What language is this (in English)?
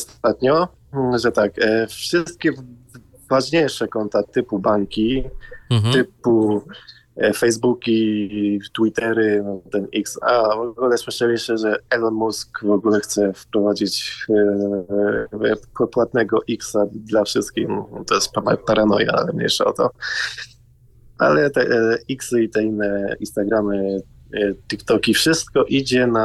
Polish